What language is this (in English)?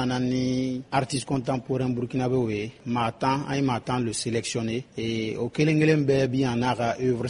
Bambara